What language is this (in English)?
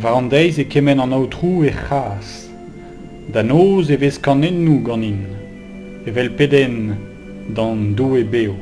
Breton